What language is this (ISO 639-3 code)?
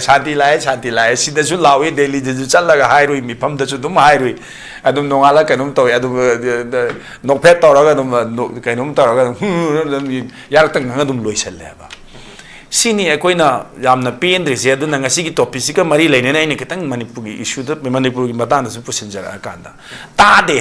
mni